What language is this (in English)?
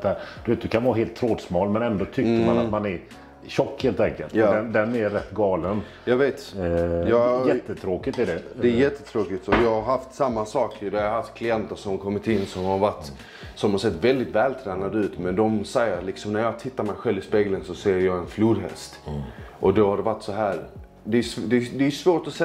Swedish